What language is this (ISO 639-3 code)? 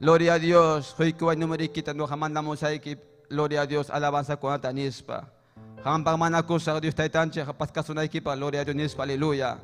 quy